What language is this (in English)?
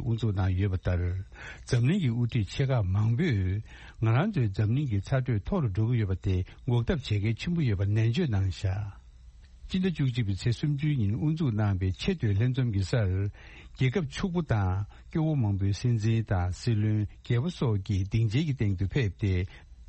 Tibetan